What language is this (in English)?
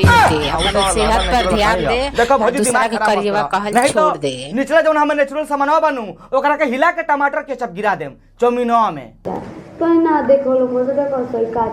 Bhojpuri